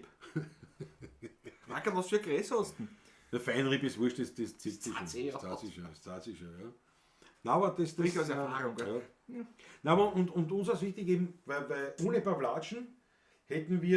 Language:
Bavarian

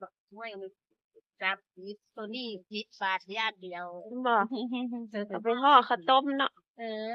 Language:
Northeastern Thai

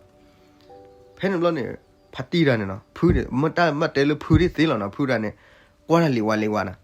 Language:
S'gaw Karen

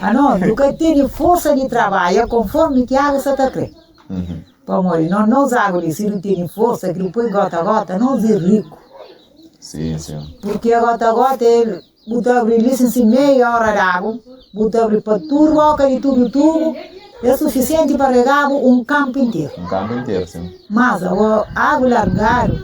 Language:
Kabuverdianu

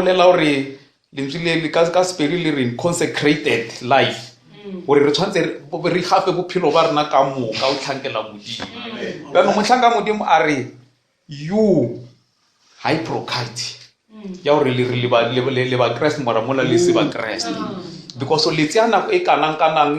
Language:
Northern Sotho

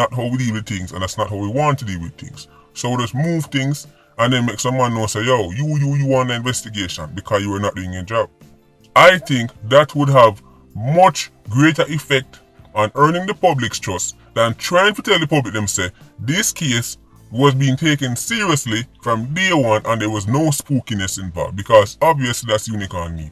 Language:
Jamaican Creole English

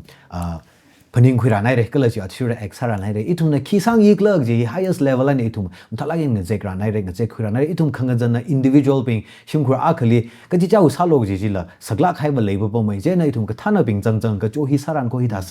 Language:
Tangkhul Naga (India)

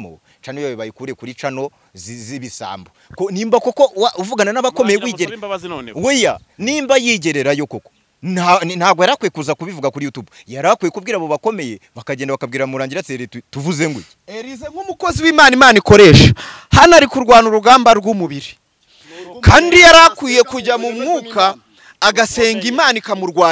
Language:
Kinyarwanda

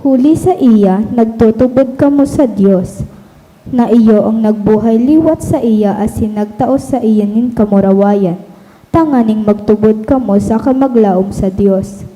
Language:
Bikol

